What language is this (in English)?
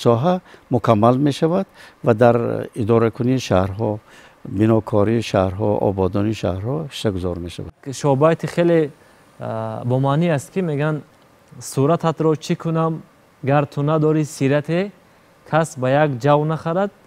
Tajik